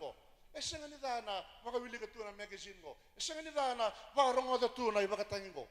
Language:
Fijian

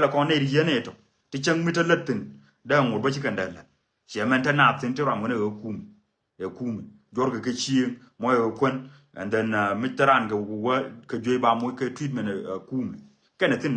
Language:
Nuer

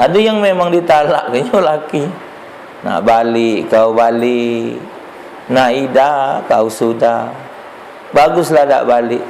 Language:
Musi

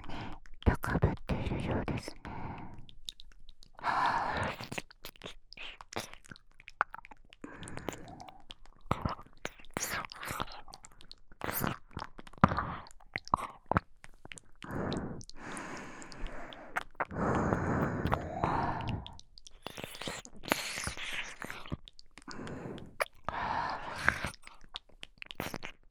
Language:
Japanese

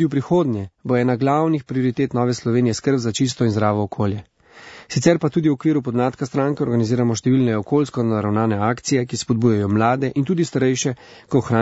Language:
Slovenian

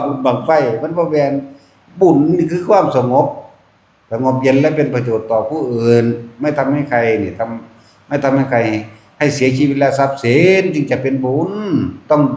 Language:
Northeastern Thai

